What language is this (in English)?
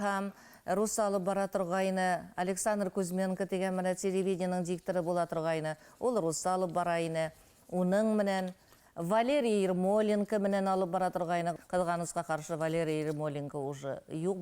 Bashkir